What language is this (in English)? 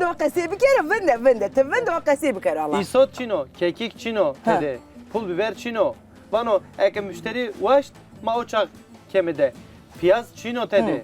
Zaza